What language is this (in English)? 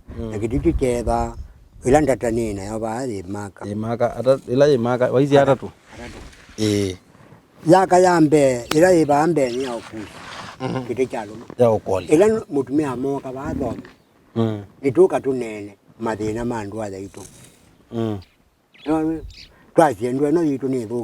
Kamba